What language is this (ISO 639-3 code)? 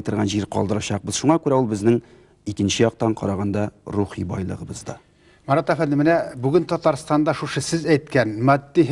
tat